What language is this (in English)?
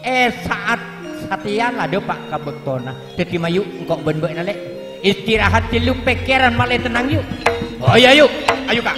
Madurese